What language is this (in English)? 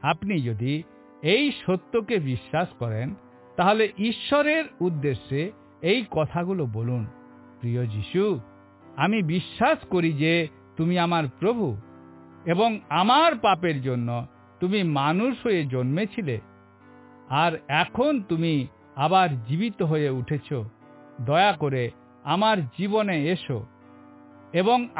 Bangla